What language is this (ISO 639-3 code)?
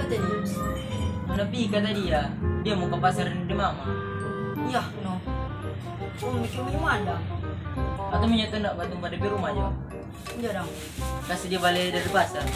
xmm